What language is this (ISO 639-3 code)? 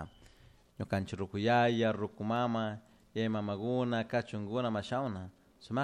qug